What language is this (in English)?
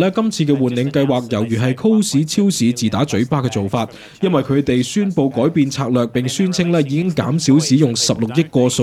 Cantonese